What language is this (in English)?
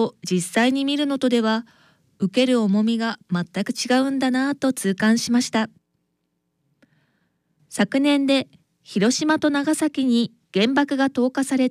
Japanese